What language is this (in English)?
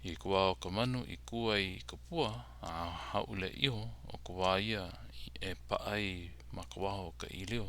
Hawaiian